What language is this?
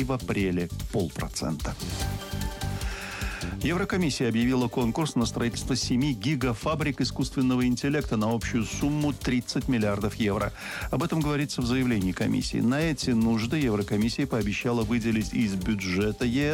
Russian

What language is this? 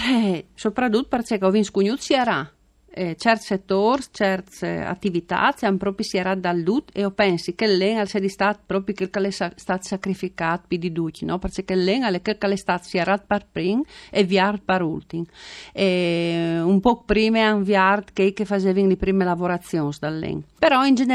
Friulian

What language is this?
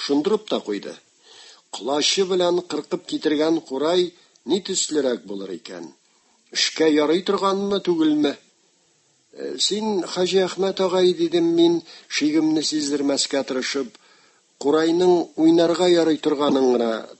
Tatar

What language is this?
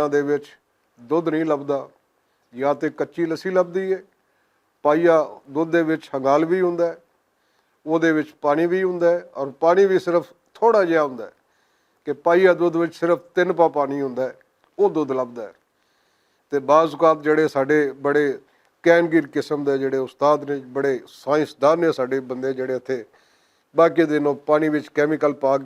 Western Panjabi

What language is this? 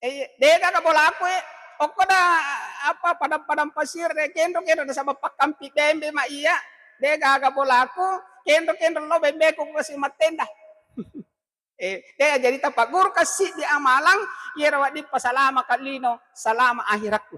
Buginese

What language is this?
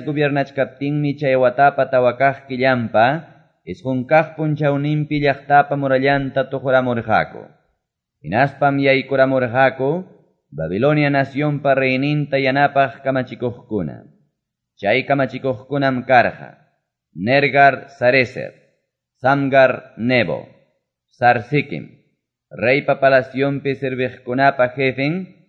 Quechua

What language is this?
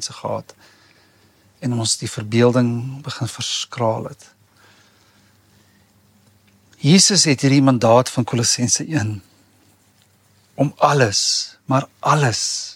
Afrikaans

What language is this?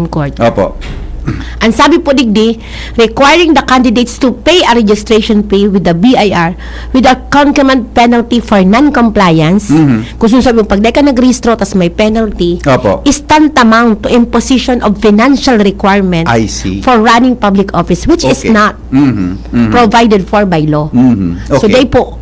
Bikol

